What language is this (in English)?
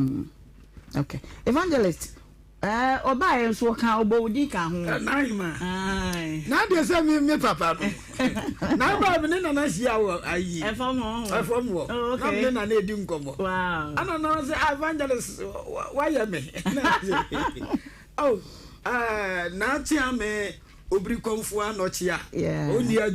Akan